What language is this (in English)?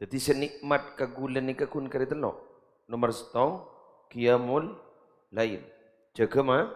Madurese